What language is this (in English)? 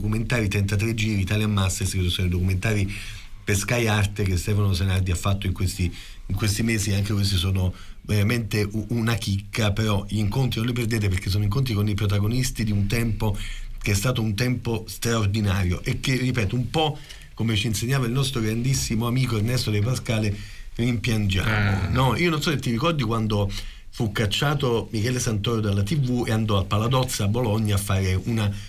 Italian